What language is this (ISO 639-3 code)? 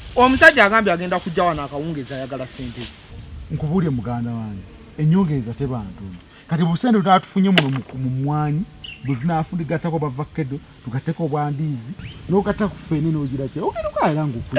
lug